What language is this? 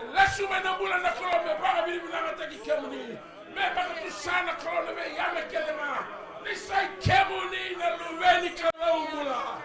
Fijian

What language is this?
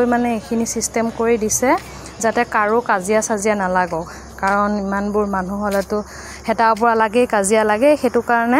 Assamese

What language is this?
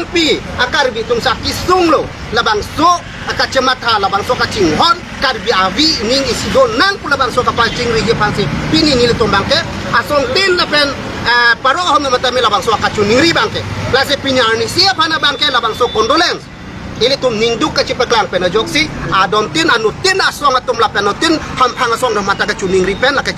Karbi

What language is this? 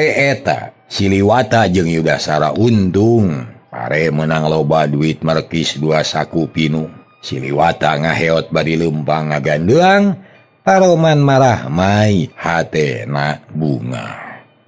Sundanese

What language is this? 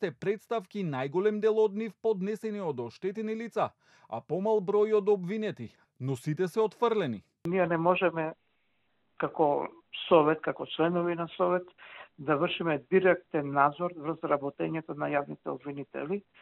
Macedonian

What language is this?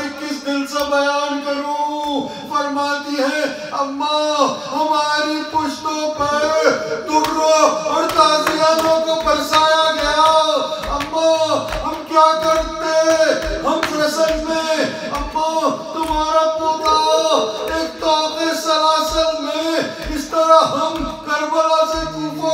Urdu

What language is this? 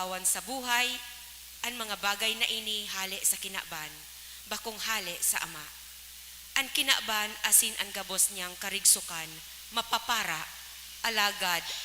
Bikol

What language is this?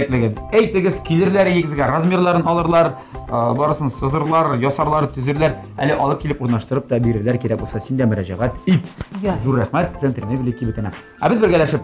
Tatar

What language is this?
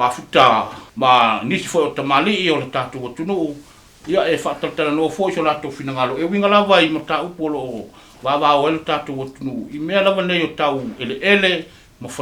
Samoan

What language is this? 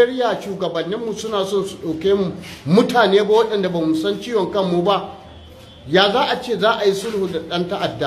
Hausa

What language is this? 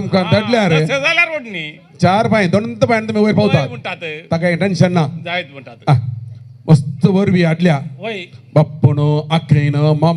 Konkani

